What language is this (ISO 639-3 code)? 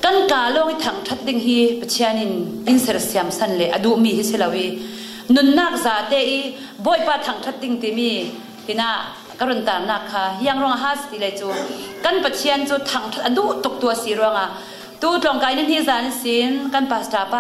cfm